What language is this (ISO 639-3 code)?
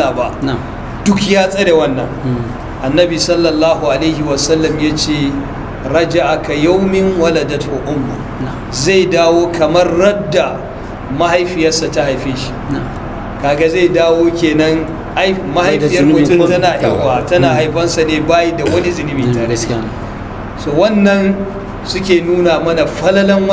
hau